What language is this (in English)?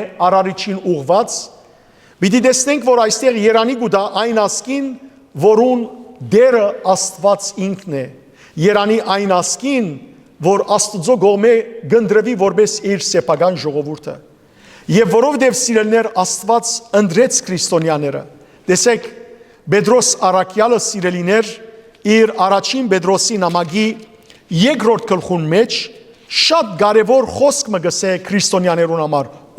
Western Armenian